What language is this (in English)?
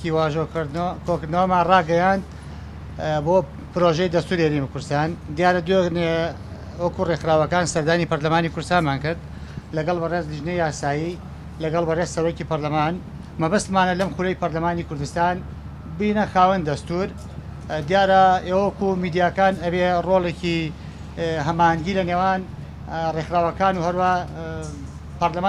Central Kurdish